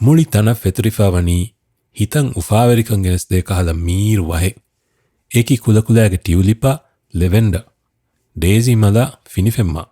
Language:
Divehi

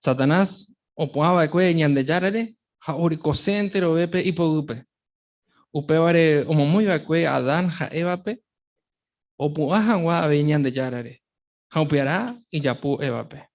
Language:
Guarani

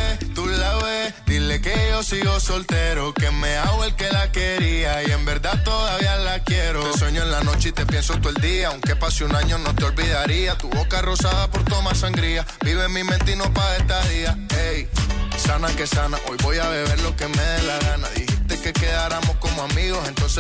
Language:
Spanish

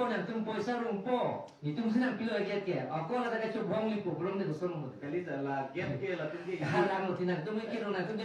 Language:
Karbi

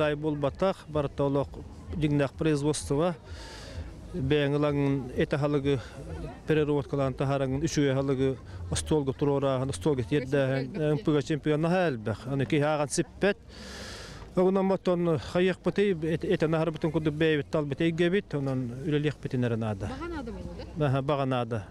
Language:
Yakut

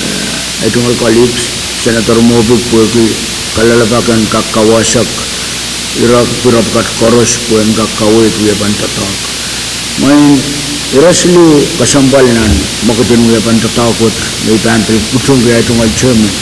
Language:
Pohnpeian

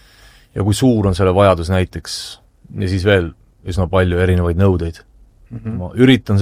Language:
Estonian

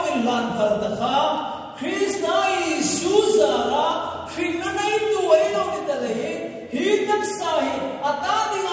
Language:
Hmar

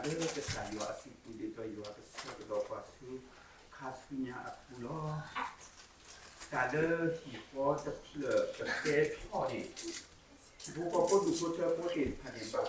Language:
S'gaw Karen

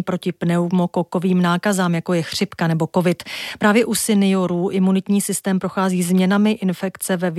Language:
Czech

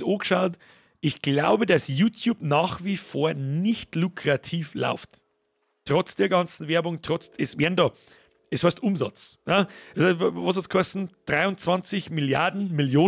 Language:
Bavarian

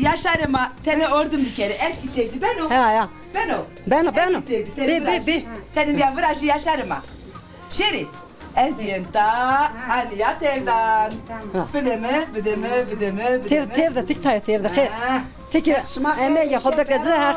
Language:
Zaza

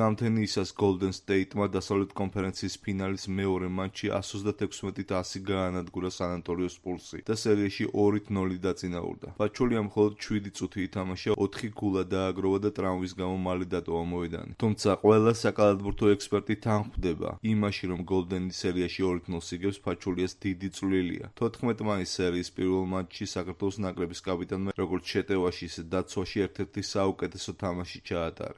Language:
Georgian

